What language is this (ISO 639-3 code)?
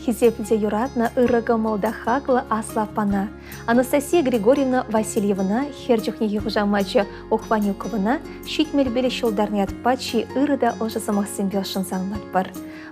chv